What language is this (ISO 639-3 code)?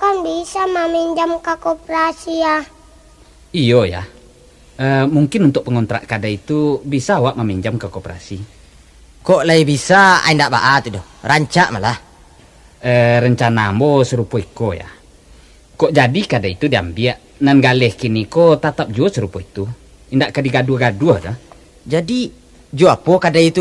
min